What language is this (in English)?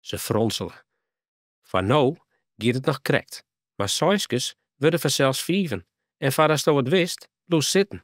Western Frisian